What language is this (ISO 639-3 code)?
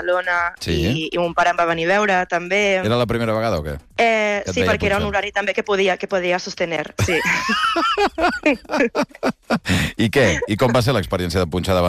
cat